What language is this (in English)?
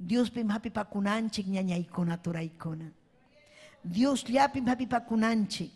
Ayacucho Quechua